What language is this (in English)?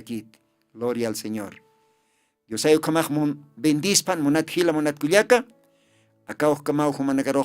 Aymara